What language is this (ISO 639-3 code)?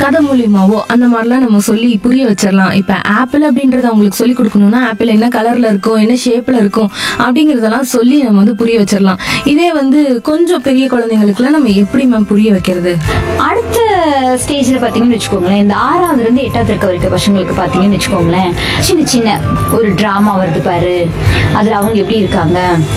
tam